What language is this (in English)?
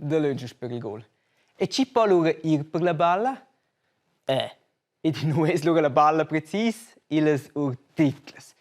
Romansh